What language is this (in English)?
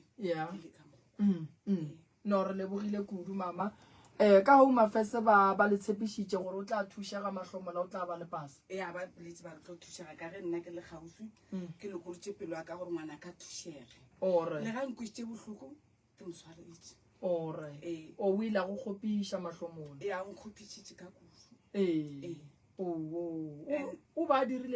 Northern Sotho